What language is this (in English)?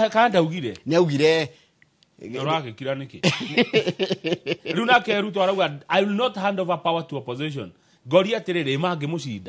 Kikuyu